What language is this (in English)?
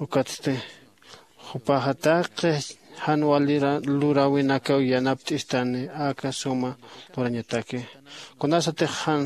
Aymara